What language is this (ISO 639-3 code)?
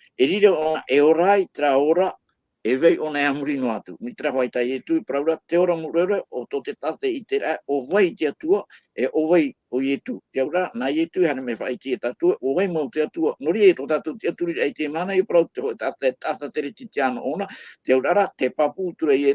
tah